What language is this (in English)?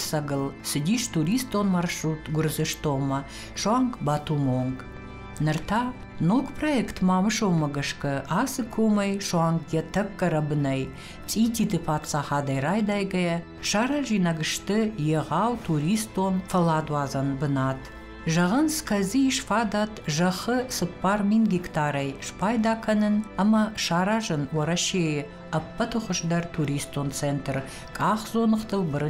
Ossetic